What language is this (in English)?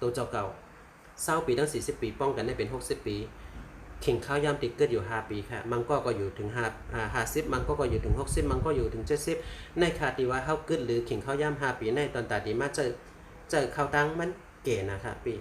Shan